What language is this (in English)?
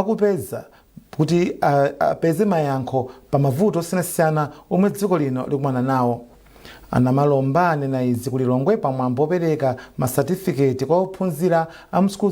Nyanja